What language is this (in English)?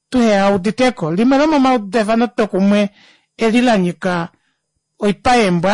Kuanyama